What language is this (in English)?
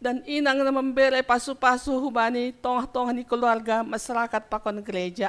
Batak Simalungun